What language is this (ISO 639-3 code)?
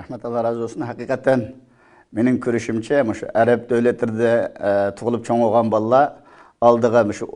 uig